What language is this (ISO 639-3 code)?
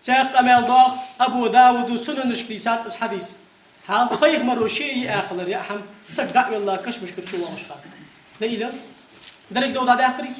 inh